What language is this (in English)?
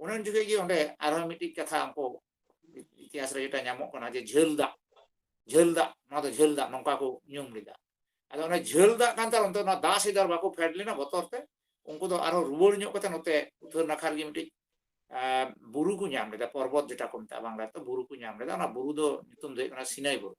Santali